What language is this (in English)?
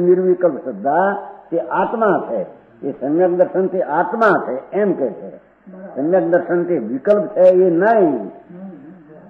Gujarati